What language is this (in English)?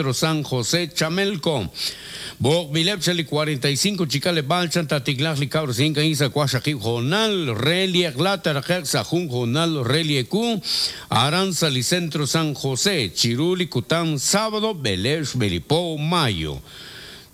Kekchí